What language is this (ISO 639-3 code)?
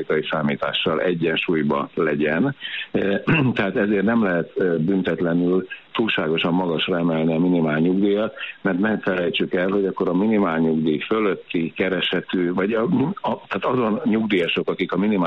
hun